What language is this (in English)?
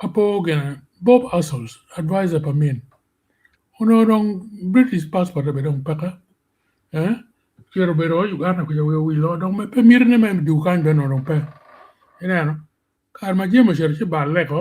Acoli